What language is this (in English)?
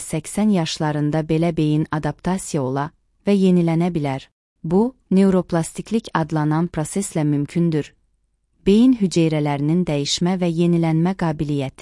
Azerbaijani